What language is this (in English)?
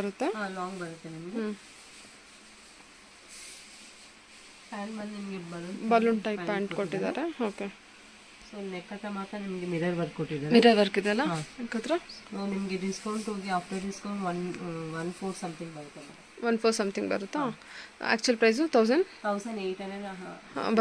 Kannada